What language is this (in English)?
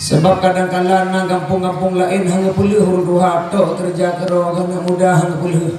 Achinese